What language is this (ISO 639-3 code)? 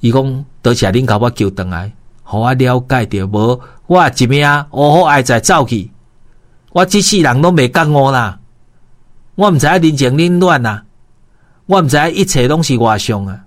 nan